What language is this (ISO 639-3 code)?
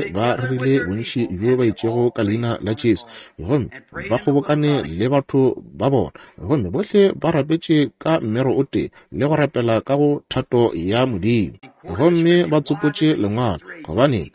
nso